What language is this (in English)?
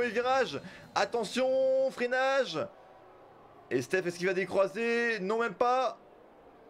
French